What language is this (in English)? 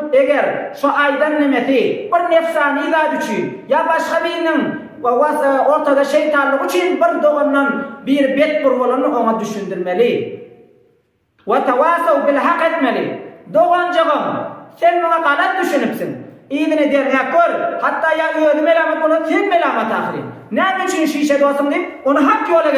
Turkmen